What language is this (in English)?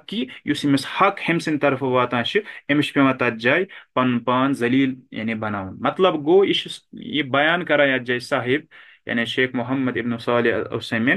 Kashmiri